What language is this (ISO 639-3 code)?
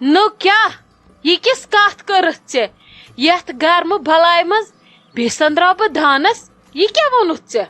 kas